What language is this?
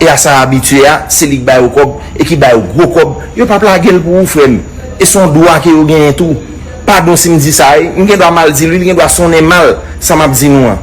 Haitian Creole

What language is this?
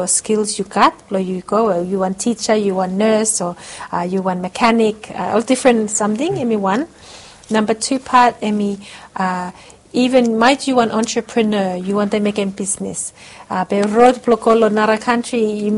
Bislama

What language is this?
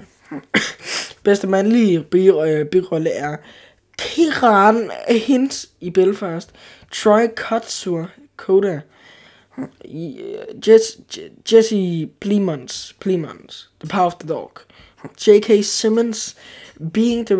Danish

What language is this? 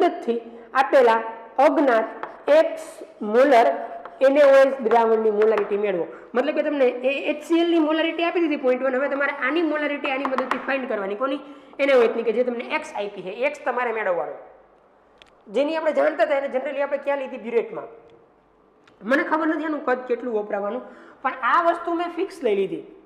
Gujarati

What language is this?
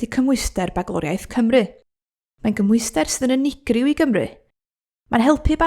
Welsh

